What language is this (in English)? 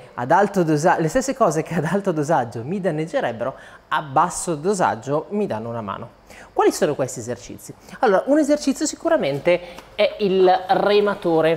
Italian